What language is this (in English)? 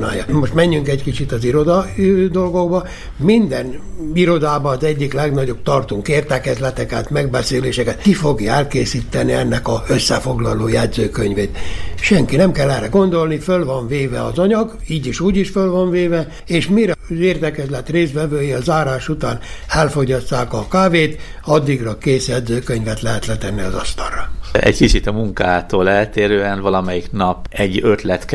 Hungarian